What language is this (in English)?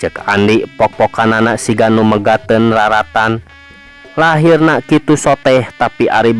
Sundanese